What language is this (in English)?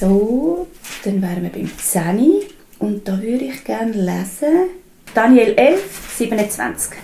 Swiss German